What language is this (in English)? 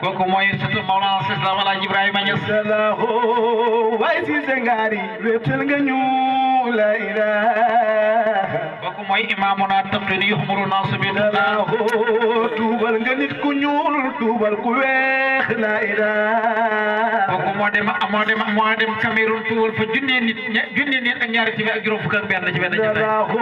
Wolof